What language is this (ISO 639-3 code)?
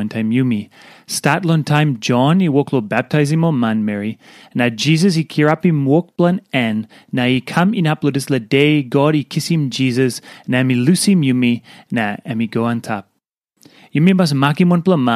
tpi